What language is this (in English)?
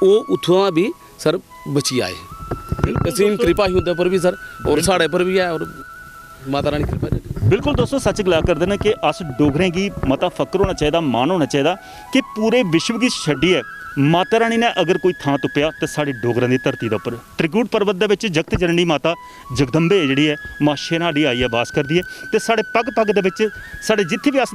Dogri